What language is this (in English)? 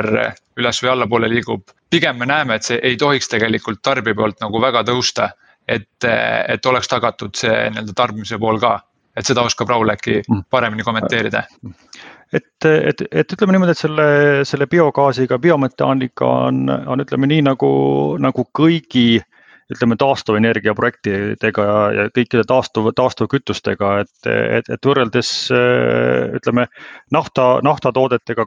Estonian